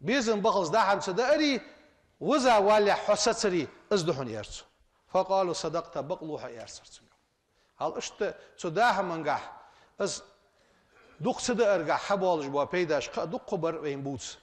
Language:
Ingush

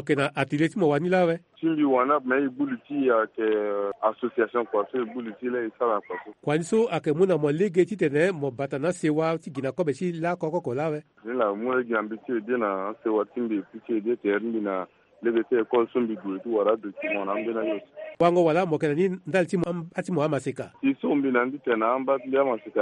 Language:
Sango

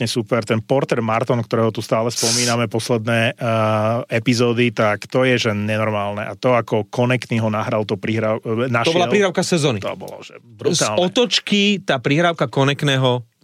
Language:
Slovak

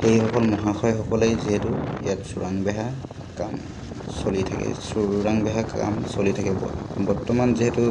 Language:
Assamese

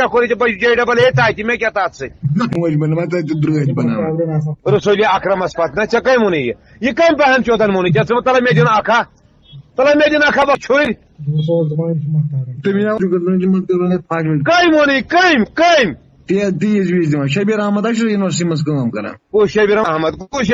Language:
Kashmiri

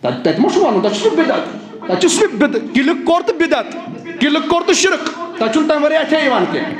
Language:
Kashmiri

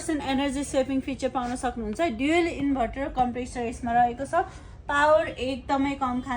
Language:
Nepali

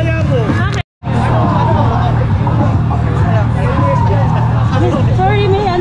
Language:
Filipino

